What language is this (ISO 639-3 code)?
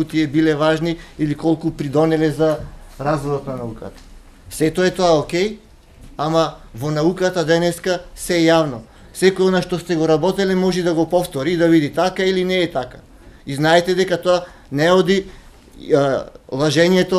mkd